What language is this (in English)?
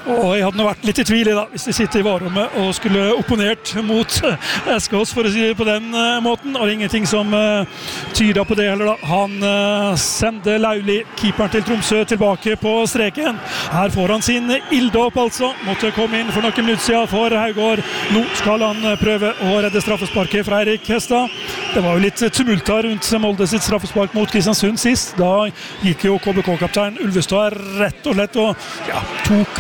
Norwegian